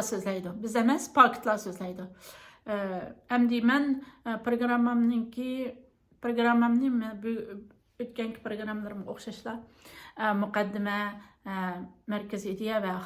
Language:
Uyghur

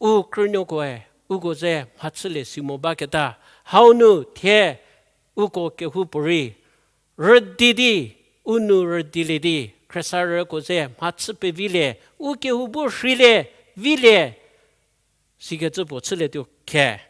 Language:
Angami Naga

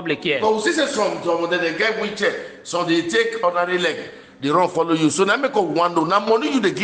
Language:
Nigerian Pidgin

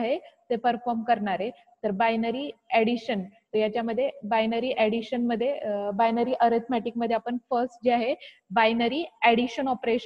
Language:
Marathi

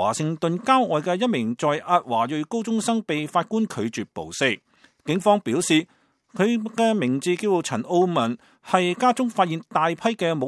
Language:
Cantonese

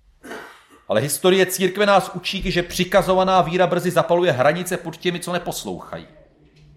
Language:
Czech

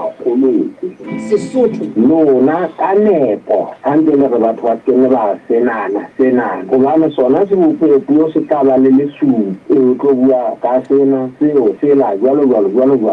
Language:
Southern Sotho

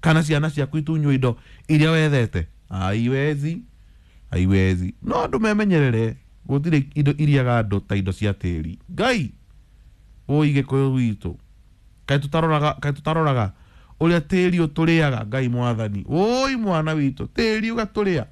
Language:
Kikuyu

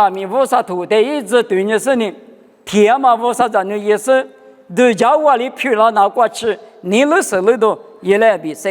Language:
Lisu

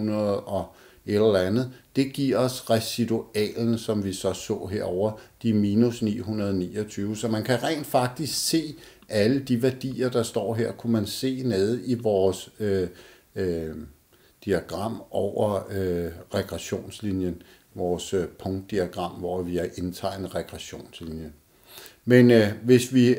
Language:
Danish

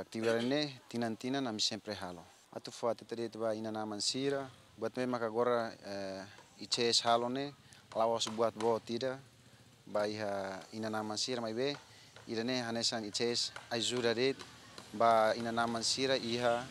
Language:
Tetum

